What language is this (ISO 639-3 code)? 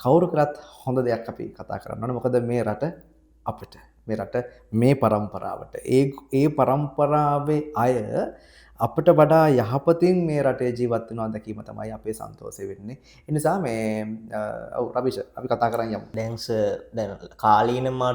sin